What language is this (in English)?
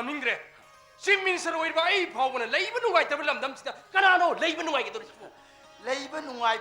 Manipuri